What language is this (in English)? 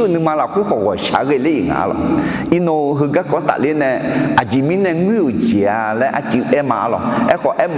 Akha